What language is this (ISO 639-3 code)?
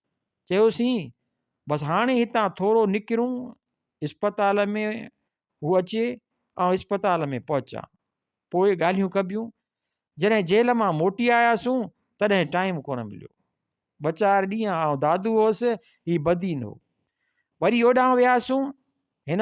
snd